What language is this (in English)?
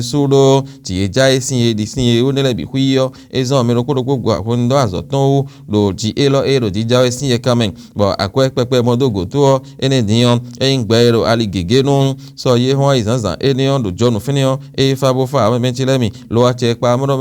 Fon